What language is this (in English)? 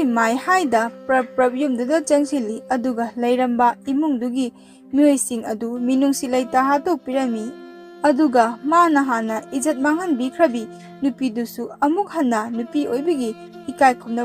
Manipuri